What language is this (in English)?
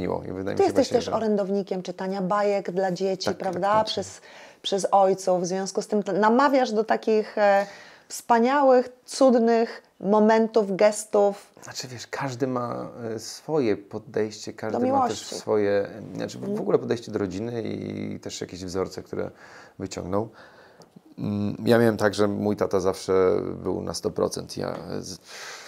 Polish